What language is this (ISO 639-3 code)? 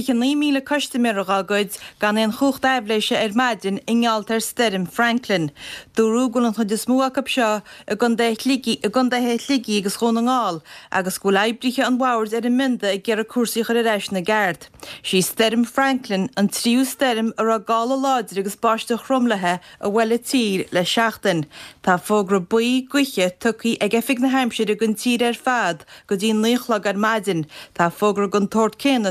gle